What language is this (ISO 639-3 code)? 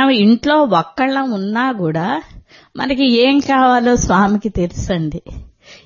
tel